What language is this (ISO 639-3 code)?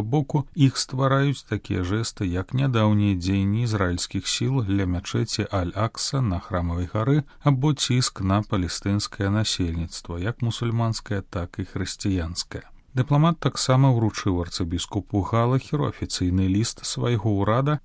bel